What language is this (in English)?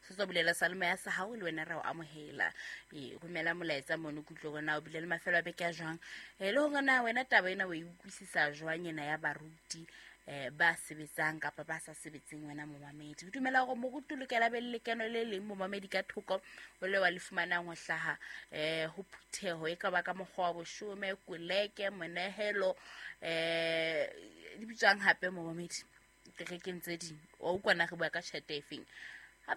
Southern Sotho